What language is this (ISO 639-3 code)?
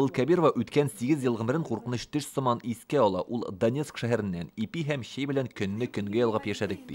tat